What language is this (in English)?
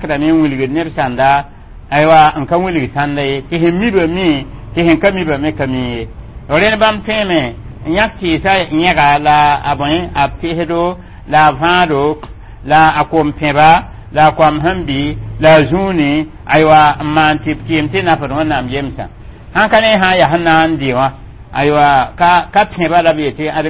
Mossi